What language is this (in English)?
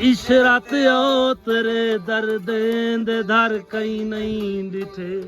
Saraiki